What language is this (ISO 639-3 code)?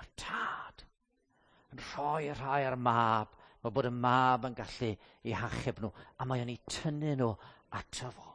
cym